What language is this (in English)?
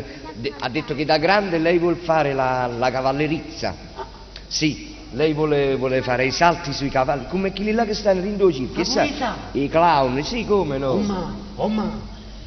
Neapolitan